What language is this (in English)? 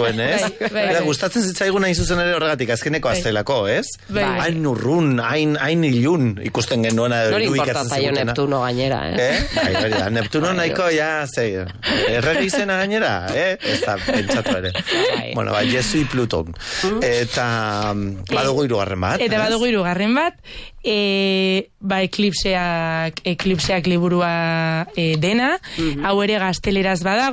Basque